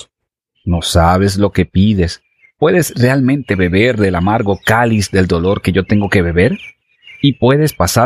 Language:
Spanish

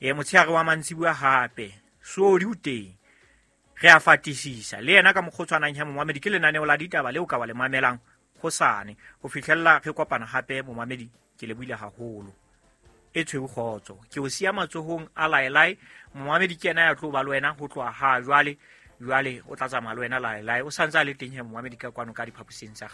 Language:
Southern Sotho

